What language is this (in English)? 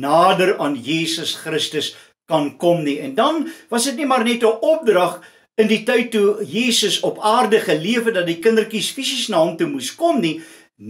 Afrikaans